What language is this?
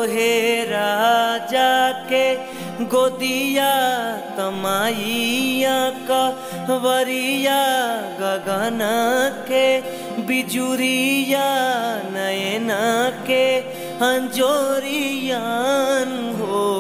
Bhojpuri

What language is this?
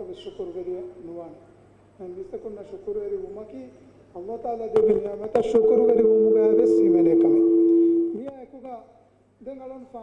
Divehi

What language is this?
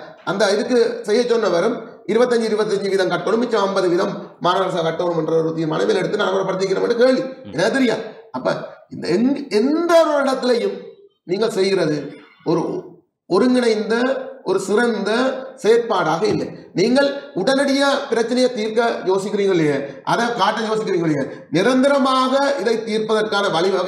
Tamil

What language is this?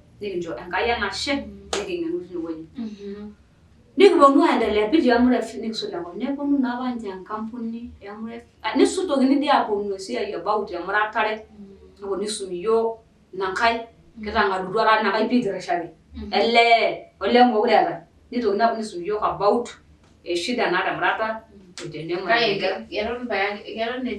Masai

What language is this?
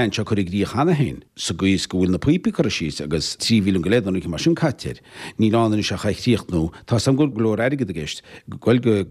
Irish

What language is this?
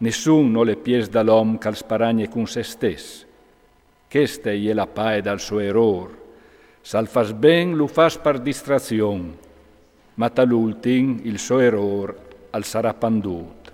Friulian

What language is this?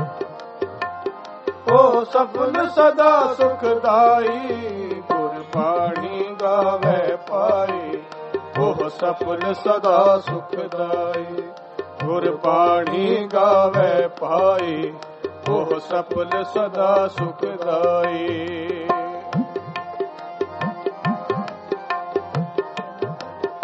Punjabi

